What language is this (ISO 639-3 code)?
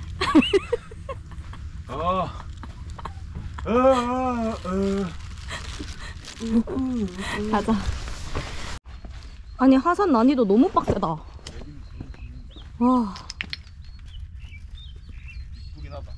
kor